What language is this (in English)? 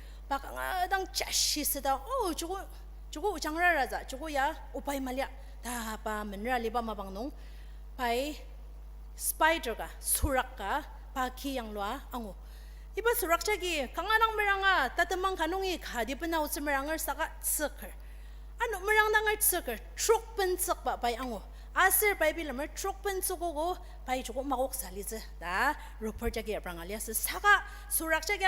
Ao Naga